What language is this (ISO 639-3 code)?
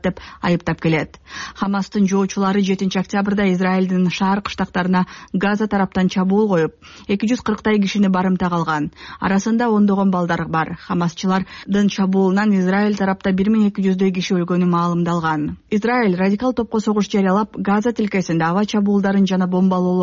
kir